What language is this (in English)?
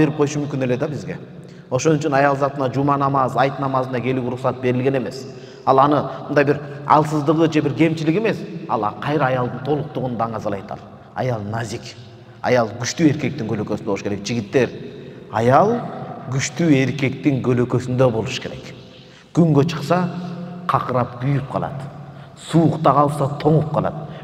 Kyrgyz